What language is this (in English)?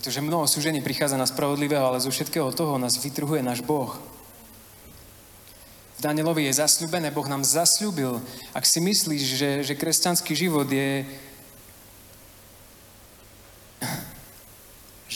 Slovak